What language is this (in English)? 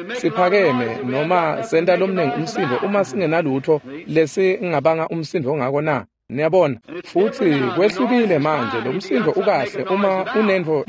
Swati